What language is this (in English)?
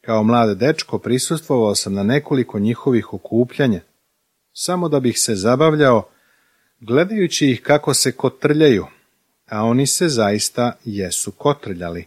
Serbian